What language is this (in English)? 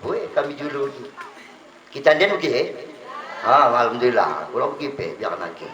Batak Dairi